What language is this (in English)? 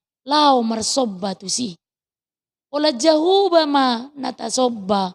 Batak Toba